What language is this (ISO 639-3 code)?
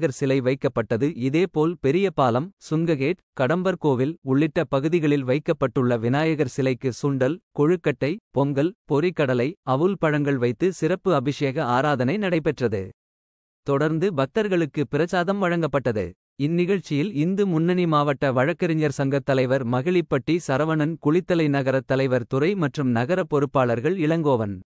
tam